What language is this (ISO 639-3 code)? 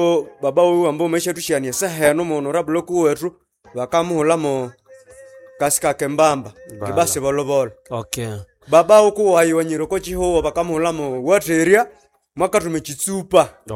nnb